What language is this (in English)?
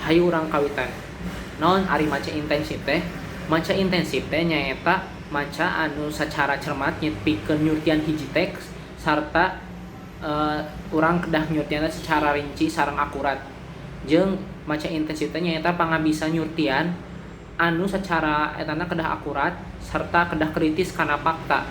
Sundanese